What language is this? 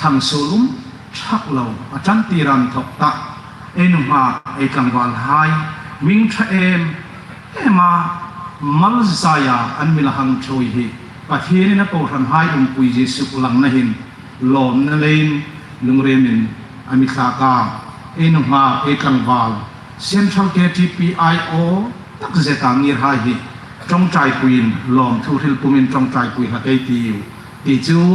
Hmar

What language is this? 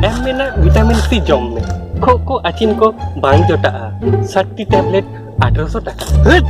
Santali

